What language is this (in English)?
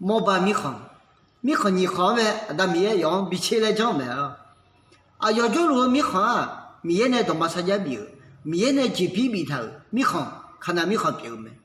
Akha